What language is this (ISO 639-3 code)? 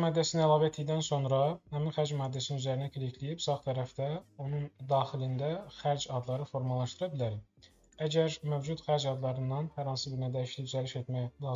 aze